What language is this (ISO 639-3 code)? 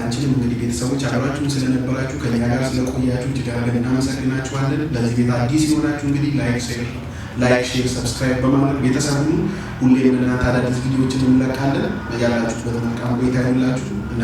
amh